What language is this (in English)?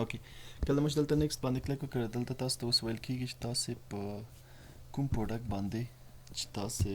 Pashto